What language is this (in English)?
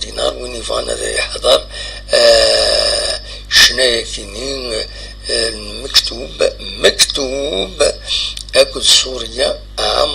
Kabyle